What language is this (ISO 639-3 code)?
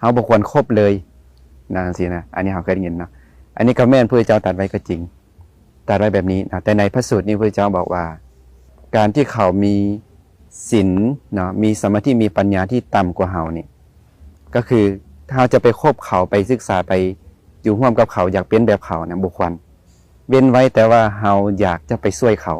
lao